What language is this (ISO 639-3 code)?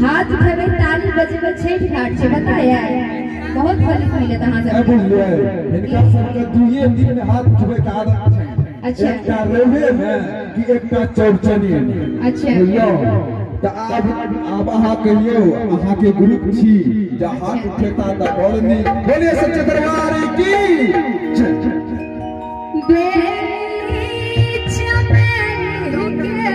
mai